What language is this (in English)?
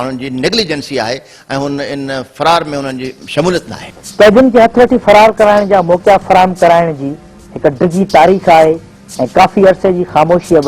Sindhi